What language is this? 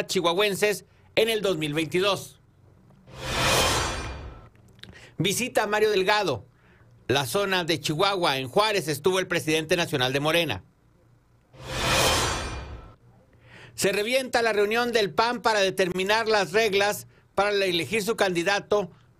Spanish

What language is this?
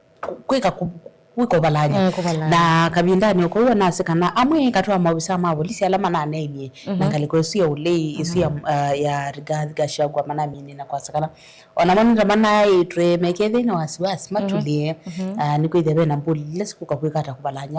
Kamba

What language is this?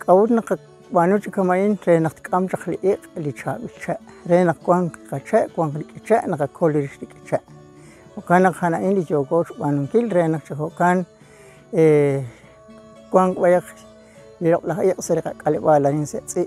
Kekchí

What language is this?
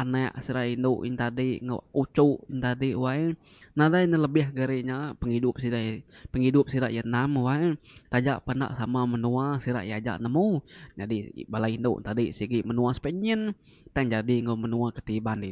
Iban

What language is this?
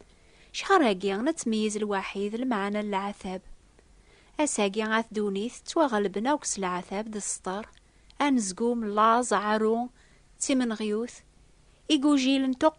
Kabyle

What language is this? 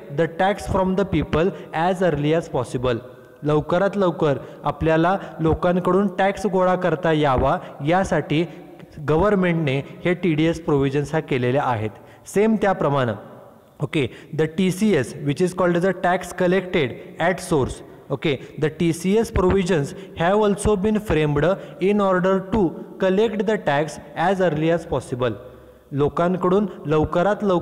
Marathi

